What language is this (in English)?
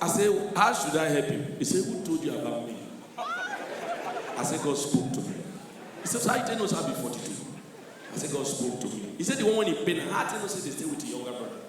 Nigerian Pidgin